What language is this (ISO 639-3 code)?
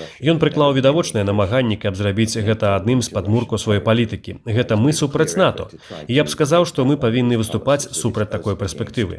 bel